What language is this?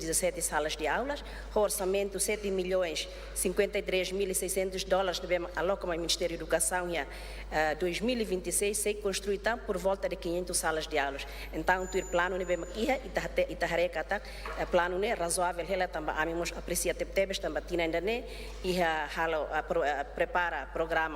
Tetum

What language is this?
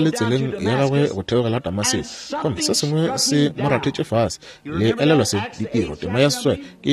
Northern Sotho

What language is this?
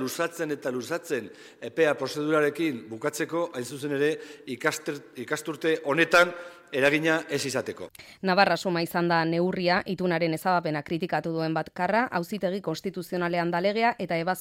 Basque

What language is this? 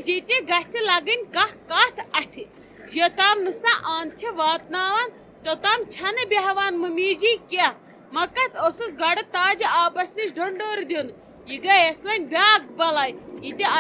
Kashmiri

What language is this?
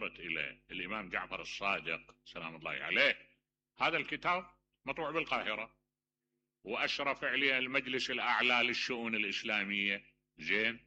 Mesopotamian Arabic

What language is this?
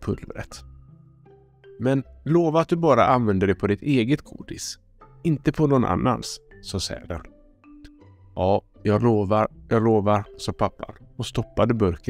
Swedish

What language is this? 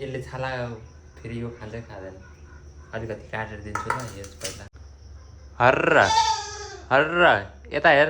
Nepali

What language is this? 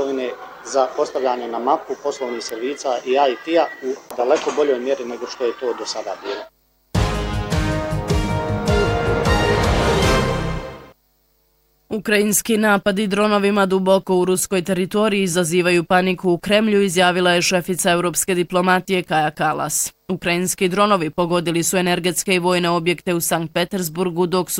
Bosnian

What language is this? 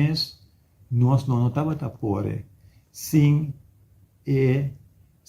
Papiamento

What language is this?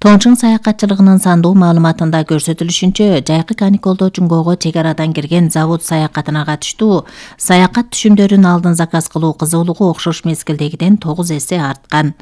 Kyrgyz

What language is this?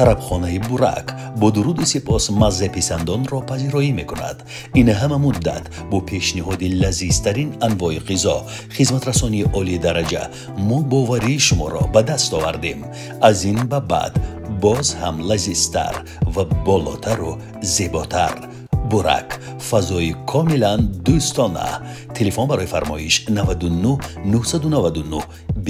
Tajik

